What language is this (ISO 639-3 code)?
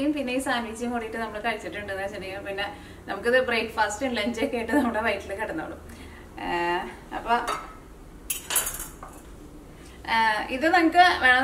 mal